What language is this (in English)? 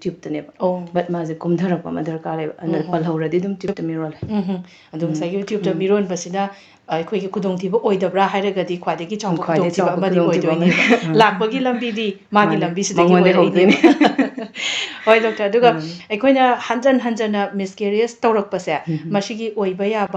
Manipuri